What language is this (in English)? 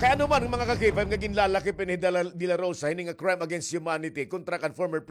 Waray